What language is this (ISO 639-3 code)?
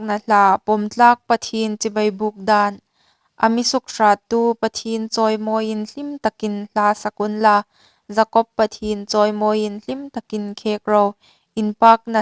hmr